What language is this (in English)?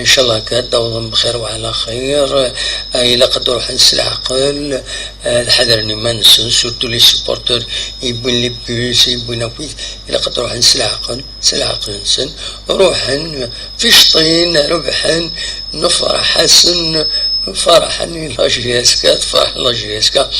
Kabyle